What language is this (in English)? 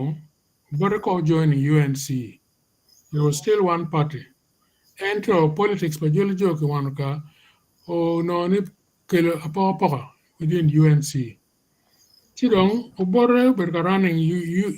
Acoli